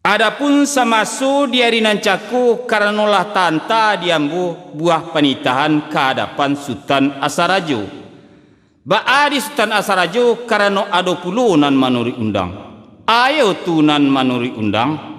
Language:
Minangkabau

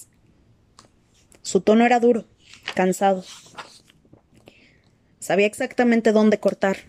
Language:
Spanish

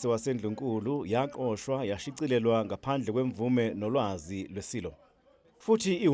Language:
Zulu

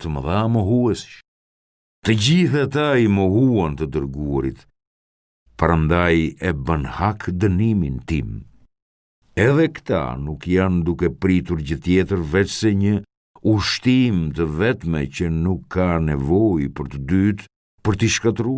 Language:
Albanian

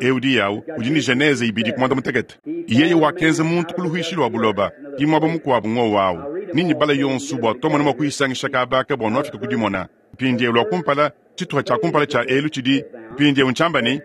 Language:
Luba-Lulua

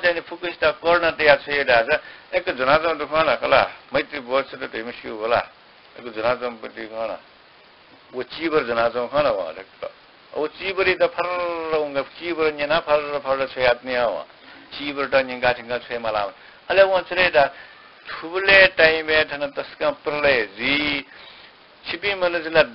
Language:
Newari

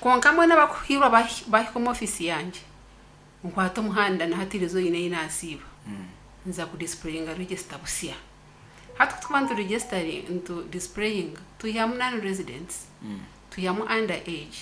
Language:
Nyankole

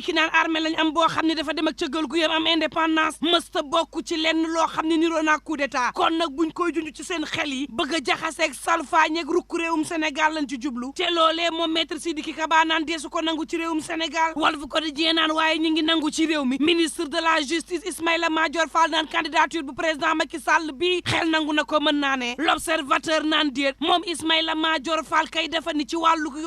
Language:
Wolof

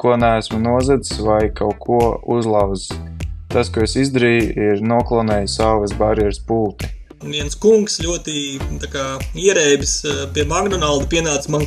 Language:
Latvian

